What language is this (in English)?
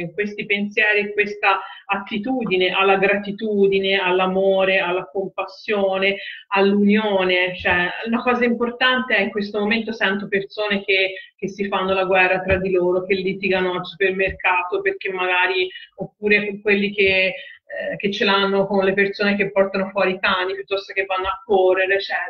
Italian